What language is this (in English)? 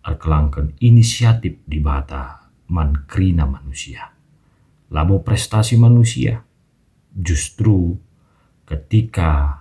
Batak Karo